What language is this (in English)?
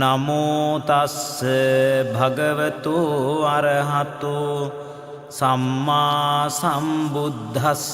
Pali